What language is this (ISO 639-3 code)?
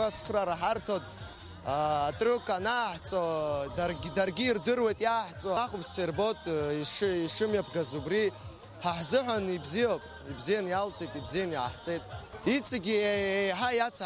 abk